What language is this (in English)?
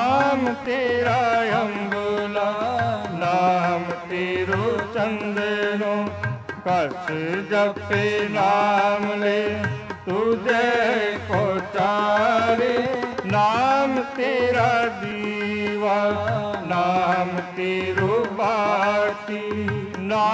Punjabi